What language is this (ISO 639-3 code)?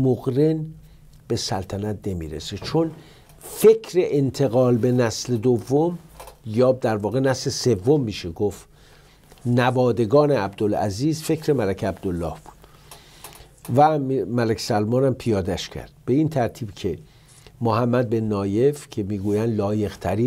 fas